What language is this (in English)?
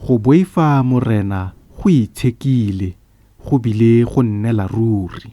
Tswana